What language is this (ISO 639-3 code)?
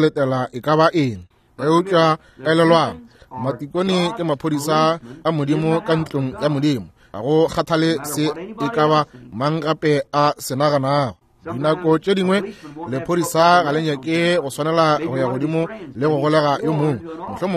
nso